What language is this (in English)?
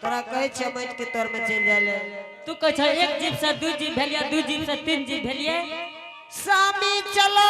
Angika